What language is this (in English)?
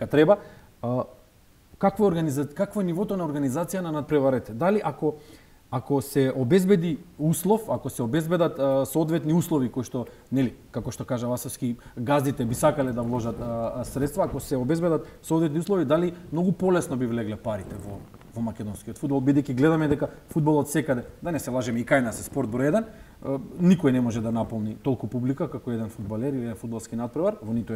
Macedonian